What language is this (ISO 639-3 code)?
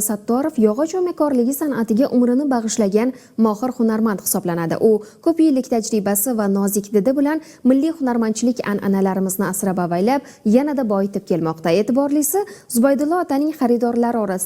uzb